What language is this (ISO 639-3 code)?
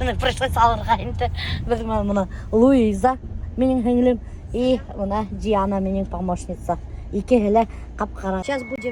bak